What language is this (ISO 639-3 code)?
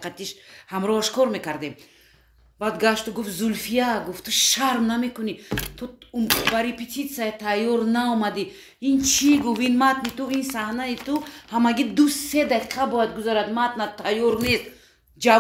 tgk